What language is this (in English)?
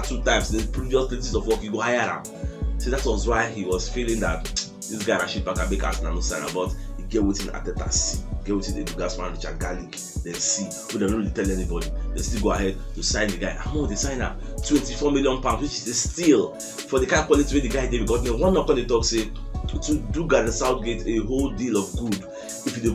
Nigerian Pidgin